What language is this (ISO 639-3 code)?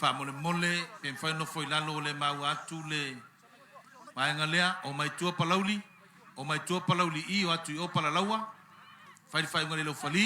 smo